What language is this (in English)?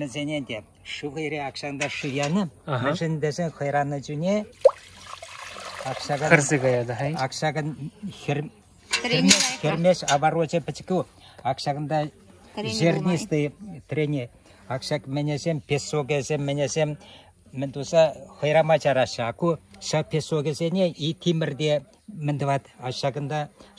Chuvash